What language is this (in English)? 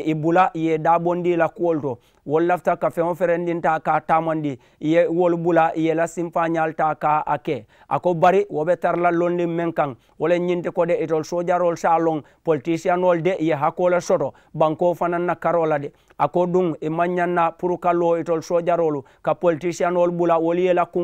Mandingo